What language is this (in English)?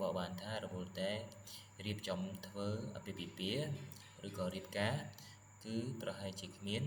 Khmer